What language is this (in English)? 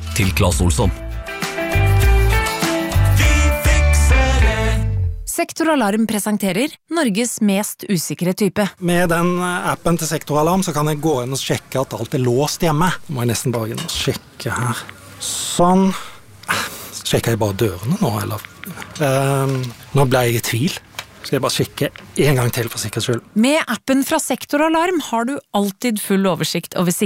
Norwegian